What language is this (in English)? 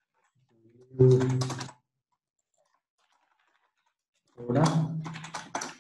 Vietnamese